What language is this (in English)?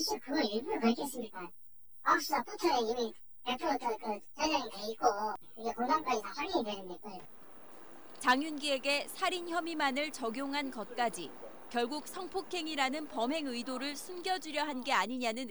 Korean